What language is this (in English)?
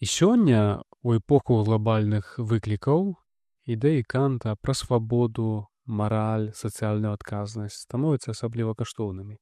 Belarusian